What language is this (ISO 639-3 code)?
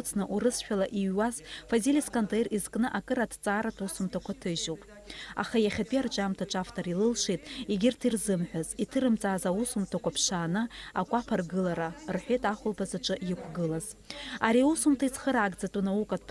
abk